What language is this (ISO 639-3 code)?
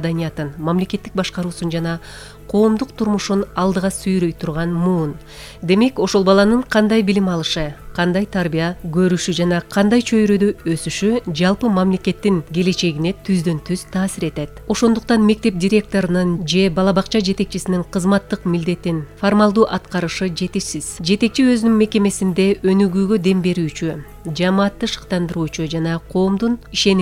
kir